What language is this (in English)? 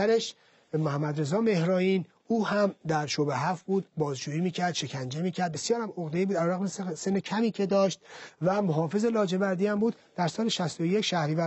Persian